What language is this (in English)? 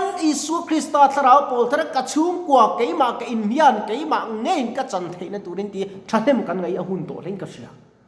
Mizo